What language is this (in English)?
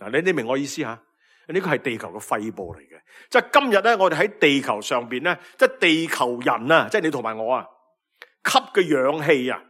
Cantonese